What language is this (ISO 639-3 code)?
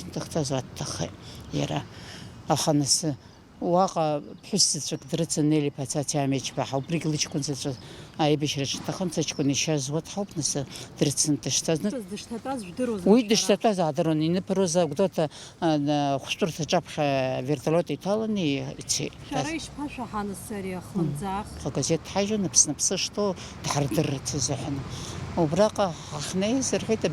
abk